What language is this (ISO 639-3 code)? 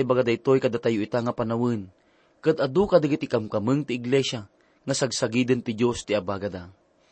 ilo